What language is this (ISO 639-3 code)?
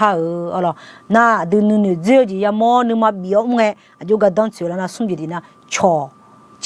ahk